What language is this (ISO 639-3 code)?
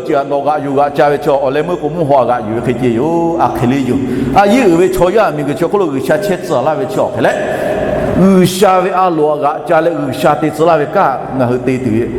lhu